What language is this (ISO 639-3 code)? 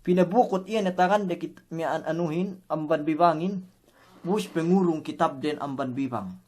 yka